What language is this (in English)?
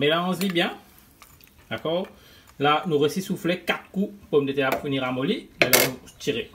Morisyen